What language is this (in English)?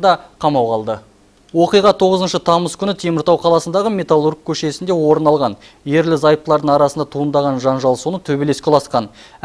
Kazakh